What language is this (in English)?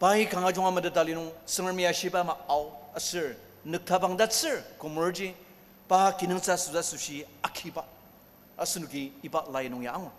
Ao Naga